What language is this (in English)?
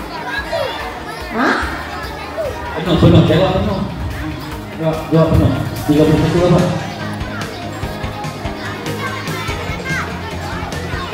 Malay